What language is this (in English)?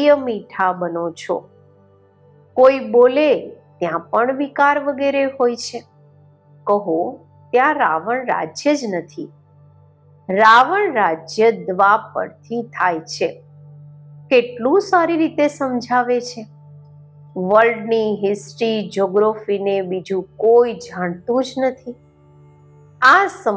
Gujarati